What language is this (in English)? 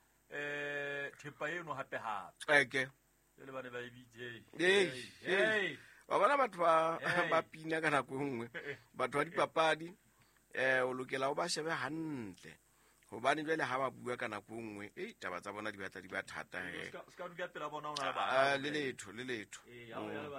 Southern Sotho